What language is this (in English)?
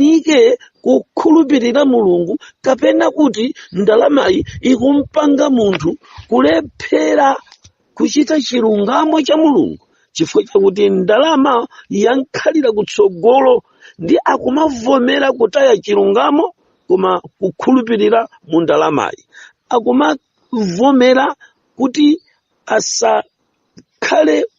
Nyanja